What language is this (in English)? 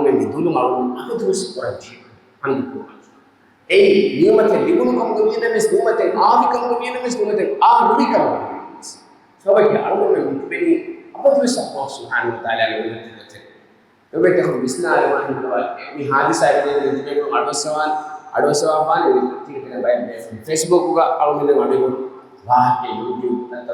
Divehi